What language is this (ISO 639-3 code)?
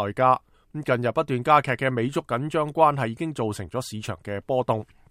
yue